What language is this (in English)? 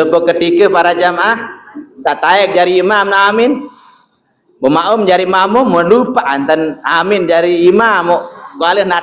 Sasak